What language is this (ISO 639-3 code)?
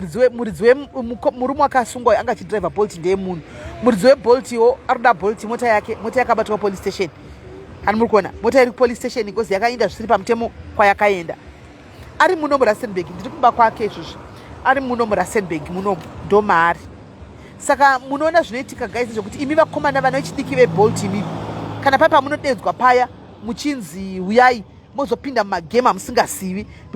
sna